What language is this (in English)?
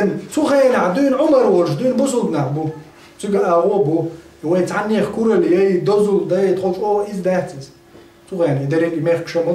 Chechen